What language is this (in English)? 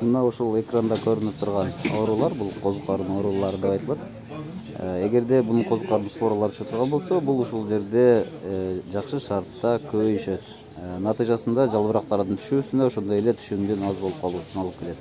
Kyrgyz